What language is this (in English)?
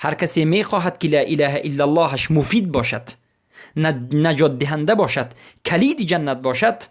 Persian